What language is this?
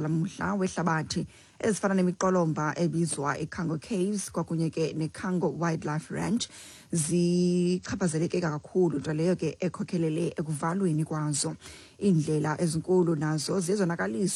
Xhosa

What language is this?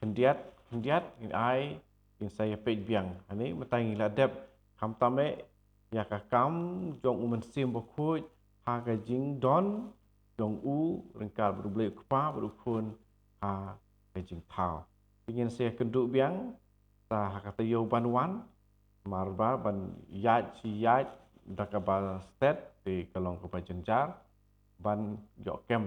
Khasi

